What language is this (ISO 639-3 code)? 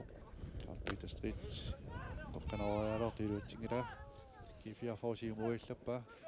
kal